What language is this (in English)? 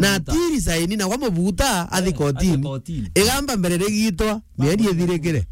Meru